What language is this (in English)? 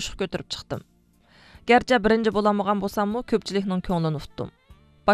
Uyghur